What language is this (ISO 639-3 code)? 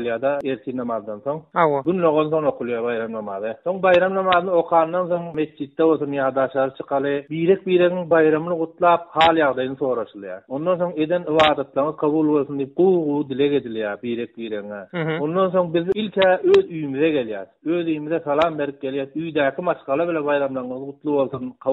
tuk